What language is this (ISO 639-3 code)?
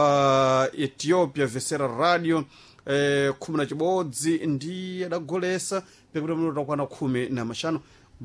seh